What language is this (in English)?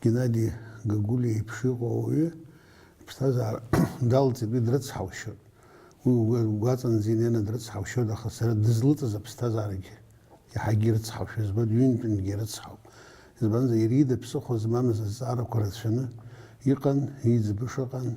Abkhazian